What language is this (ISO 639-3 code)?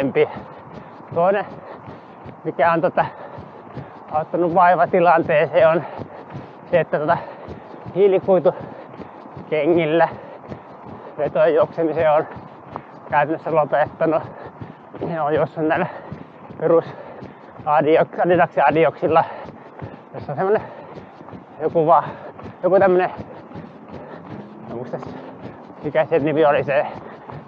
fin